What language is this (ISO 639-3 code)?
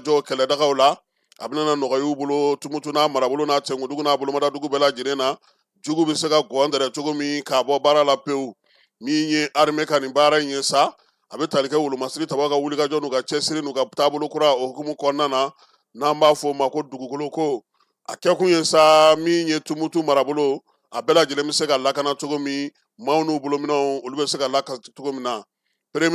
bam